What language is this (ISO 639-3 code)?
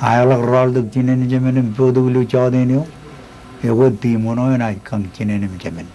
mah